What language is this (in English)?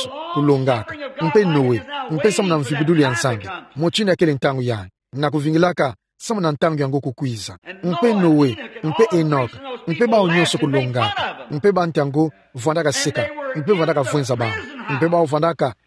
Kituba (Democratic Republic of Congo)